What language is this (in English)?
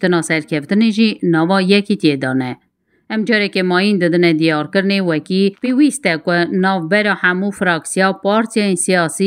Kurdish